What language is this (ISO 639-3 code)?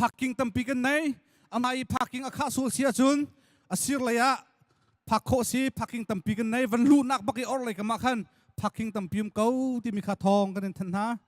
cnh